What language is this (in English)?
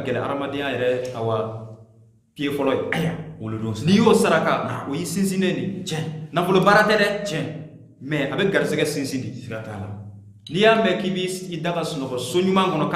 Bambara